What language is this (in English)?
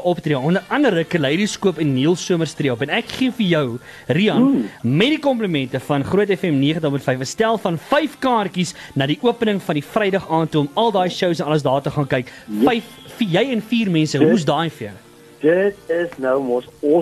Afrikaans